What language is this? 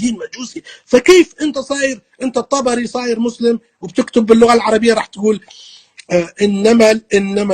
North Levantine Arabic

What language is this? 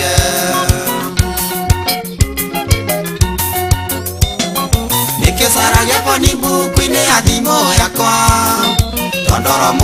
Kikuyu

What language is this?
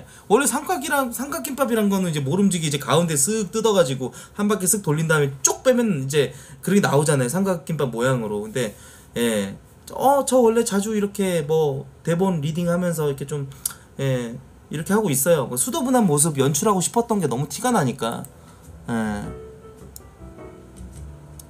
Korean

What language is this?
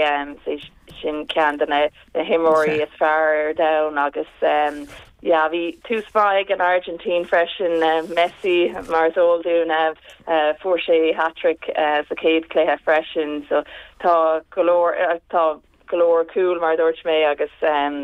Irish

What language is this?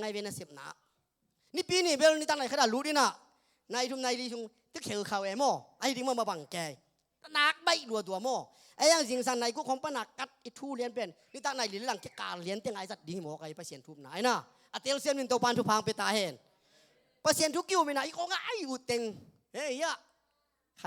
Tedim Chin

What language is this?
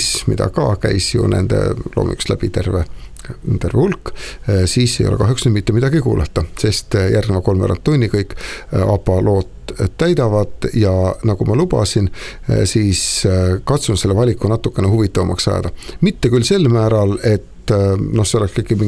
Estonian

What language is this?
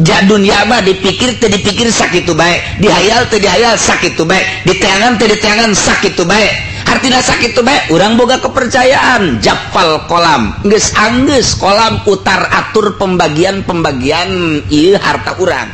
Sundanese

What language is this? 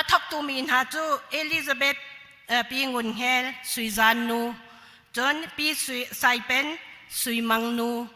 Hakha Chin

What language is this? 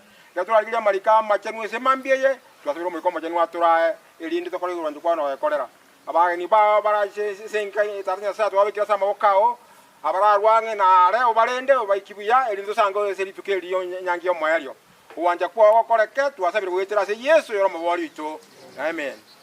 Gusii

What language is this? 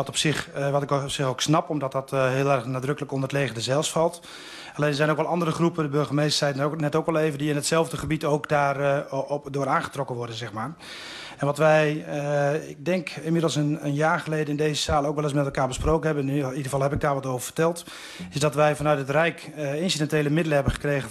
Dutch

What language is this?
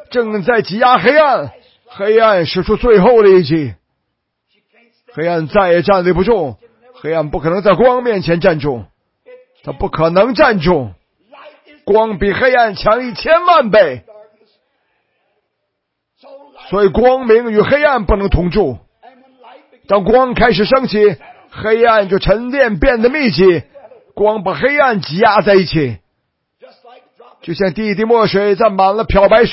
Chinese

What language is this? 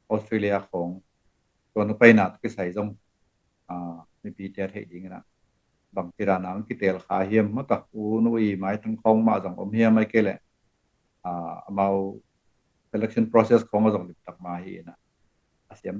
Tedim Chin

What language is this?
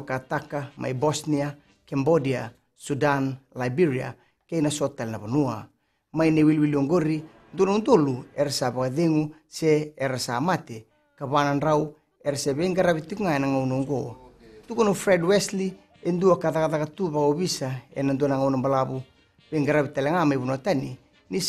Fijian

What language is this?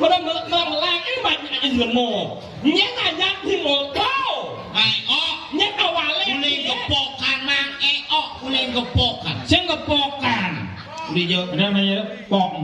Balinese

